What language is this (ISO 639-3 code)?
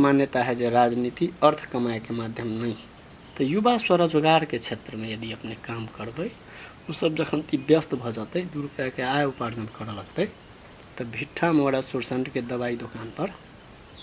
mai